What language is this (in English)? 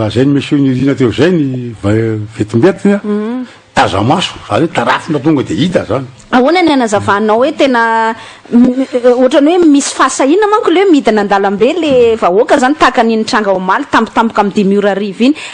Malagasy